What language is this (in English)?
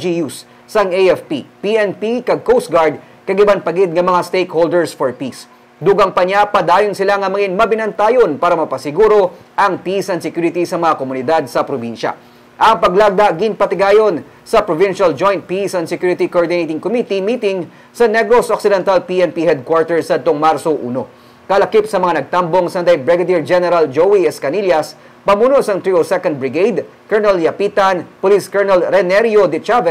Hiligaynon